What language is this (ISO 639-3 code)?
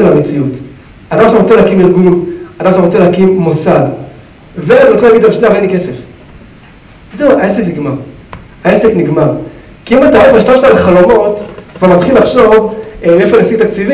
heb